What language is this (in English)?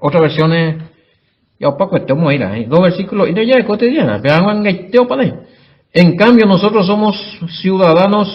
Guarani